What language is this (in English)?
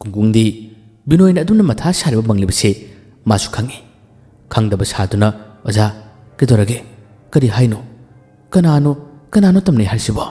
Manipuri